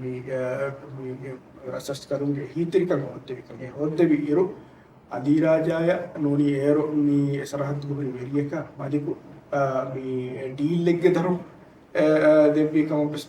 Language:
Divehi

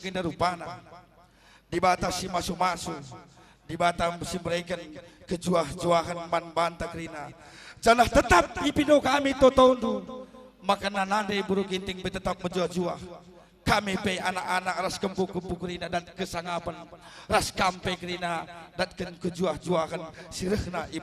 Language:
Batak Karo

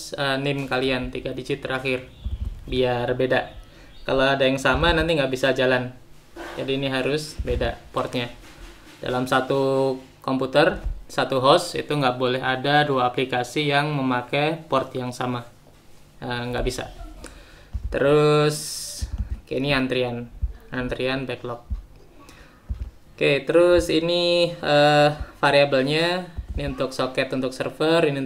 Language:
Indonesian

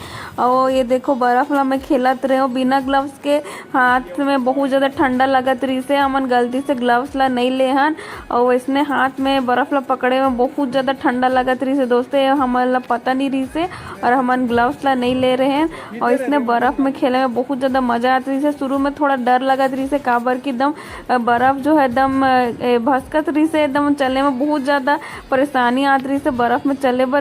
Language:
Chhattisgarhi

